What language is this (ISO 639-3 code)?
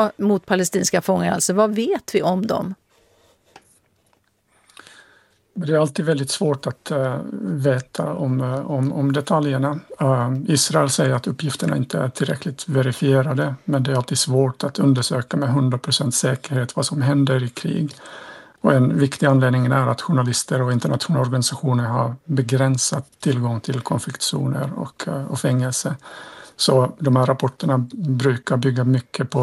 swe